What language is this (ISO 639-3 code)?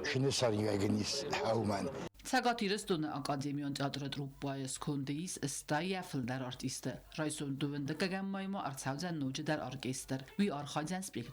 oss